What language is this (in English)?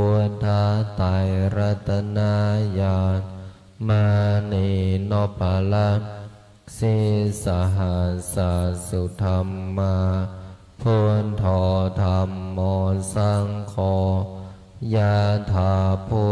Pali